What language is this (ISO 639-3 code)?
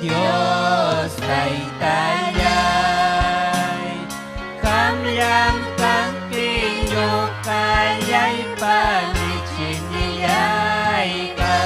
quy